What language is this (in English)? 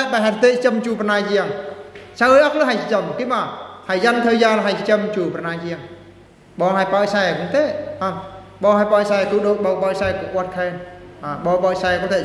Eastern Bru